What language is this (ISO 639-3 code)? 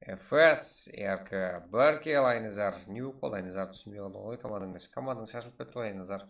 kaa